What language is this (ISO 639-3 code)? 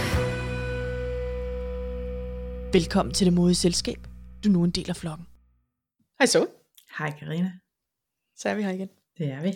dan